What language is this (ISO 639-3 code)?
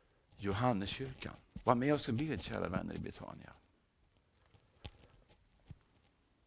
swe